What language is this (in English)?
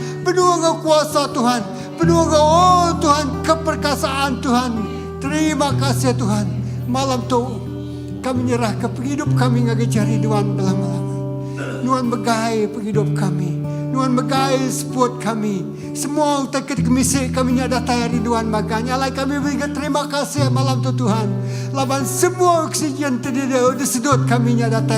Iban